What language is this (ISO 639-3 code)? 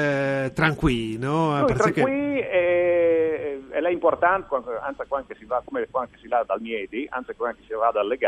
fur